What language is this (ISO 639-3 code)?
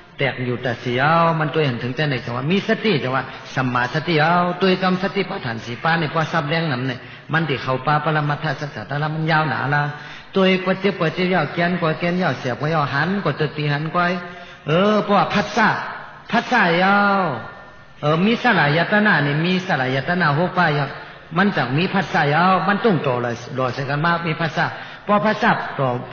shn